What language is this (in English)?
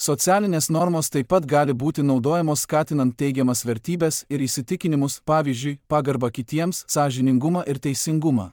Lithuanian